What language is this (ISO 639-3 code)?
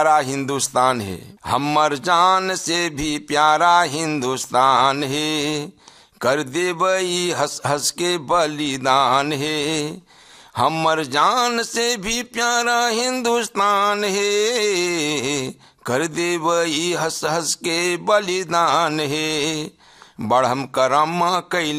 bho